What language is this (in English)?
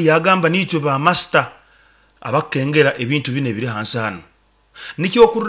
Nyoro